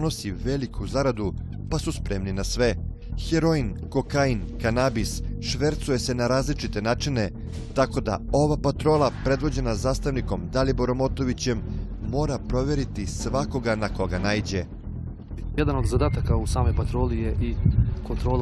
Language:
Serbian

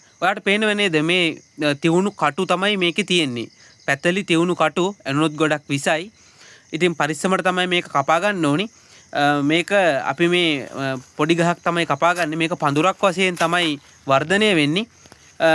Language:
Sinhala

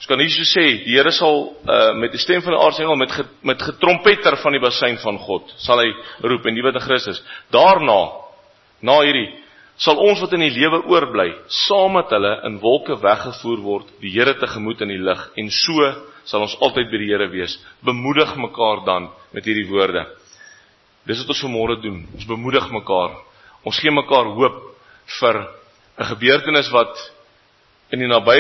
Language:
Afrikaans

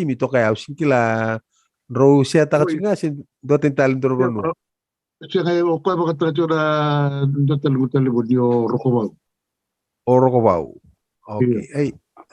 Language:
Fijian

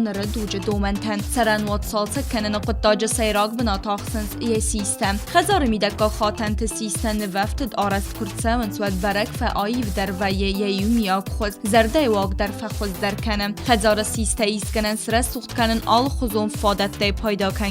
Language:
Ossetic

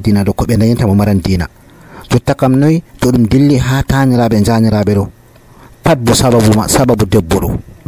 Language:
Nigerian Fulfulde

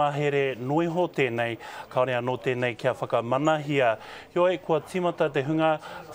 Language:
Māori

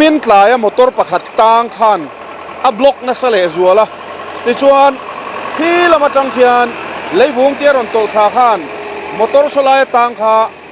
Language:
Mizo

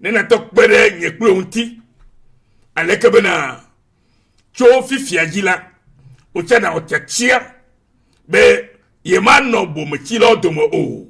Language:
Ewe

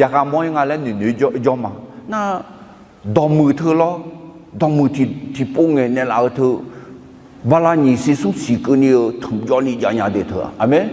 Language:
Akha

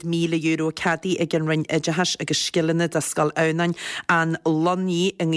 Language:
Irish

